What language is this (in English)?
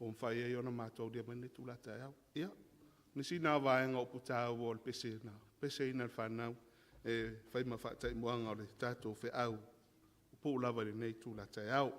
Samoan